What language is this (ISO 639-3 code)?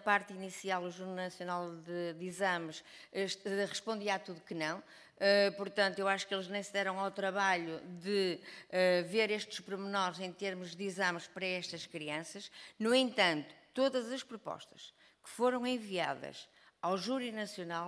por